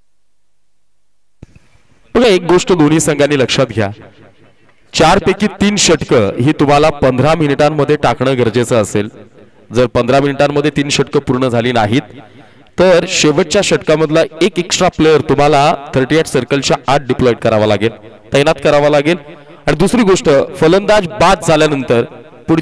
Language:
Marathi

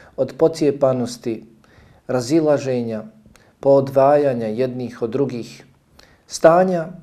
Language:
Bosnian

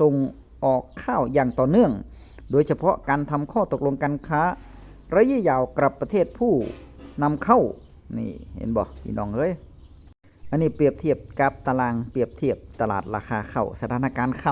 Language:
Northeastern Thai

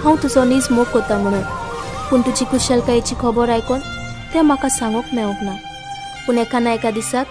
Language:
Konkani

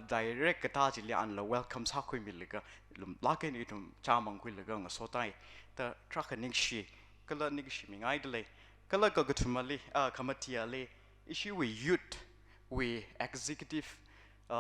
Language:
Tangkhul Naga (India)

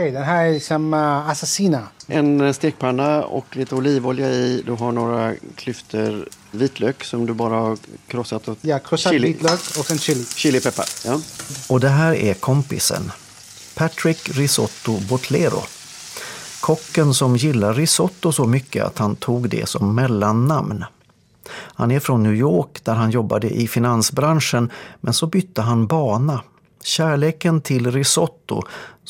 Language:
Swedish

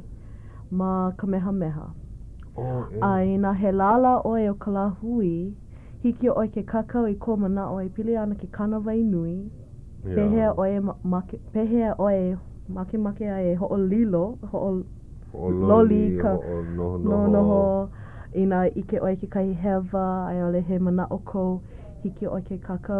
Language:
Hawaiian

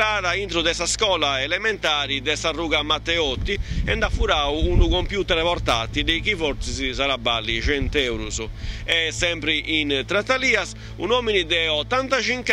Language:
Sardinian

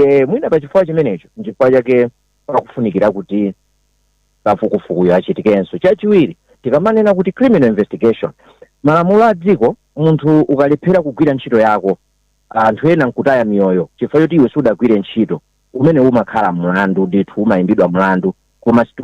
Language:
Nyanja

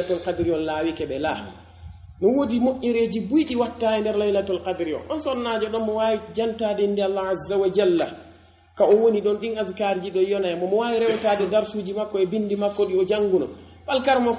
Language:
Pular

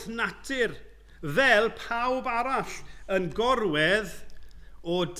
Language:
Welsh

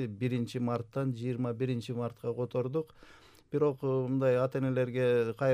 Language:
Kyrgyz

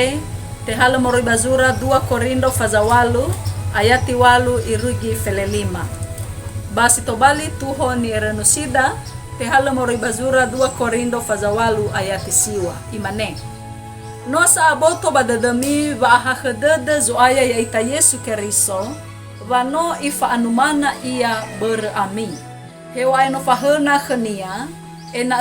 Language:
Nias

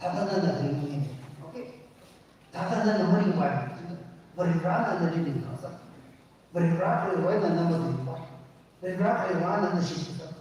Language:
Tangkhul Naga (India)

